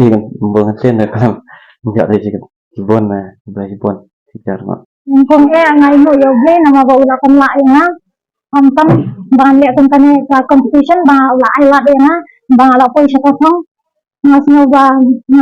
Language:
Khasi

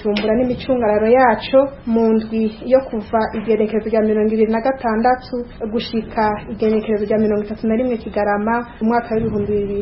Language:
Rundi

